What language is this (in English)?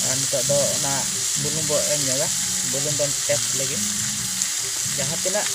Santali